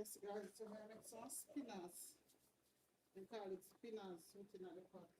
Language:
Jamaican Creole English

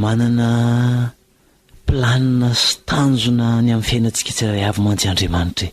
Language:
Malagasy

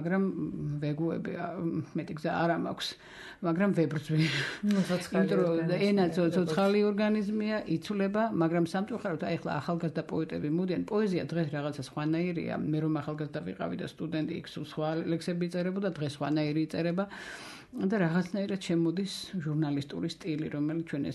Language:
Georgian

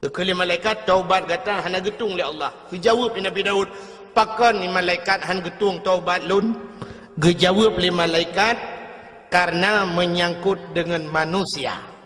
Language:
Achinese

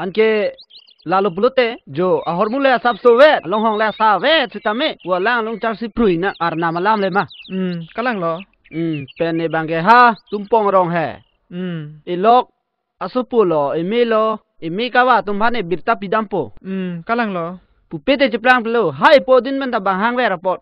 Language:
Karbi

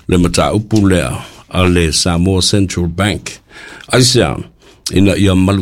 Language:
Samoan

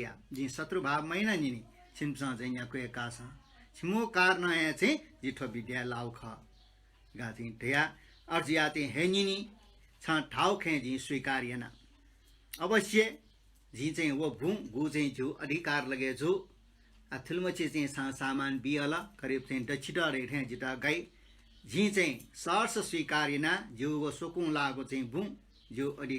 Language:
Newari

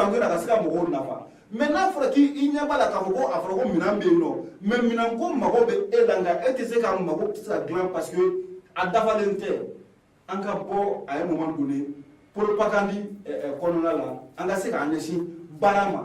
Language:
Bambara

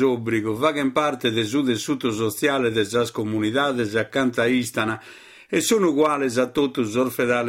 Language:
Sardinian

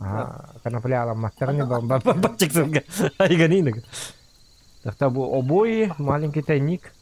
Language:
Yakut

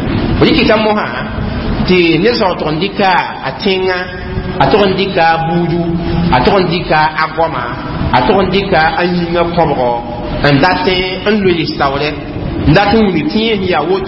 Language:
Mossi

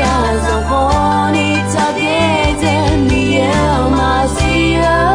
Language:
Akha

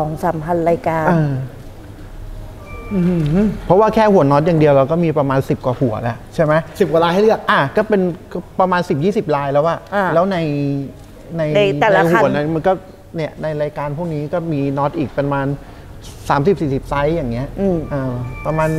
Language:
Thai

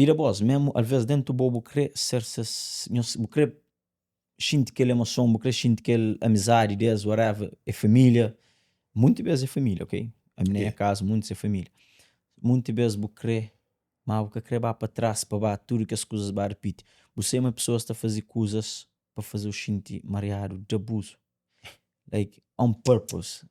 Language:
Kabuverdianu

